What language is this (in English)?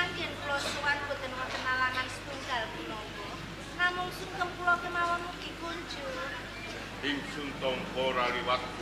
Javanese